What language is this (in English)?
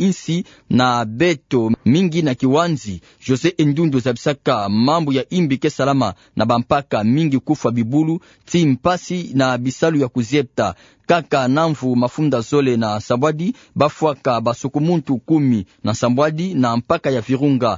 Kituba (Democratic Republic of Congo)